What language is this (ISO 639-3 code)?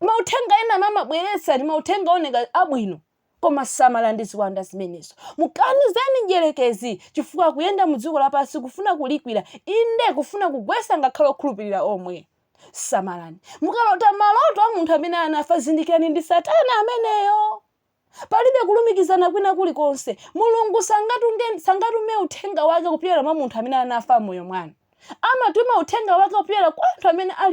nya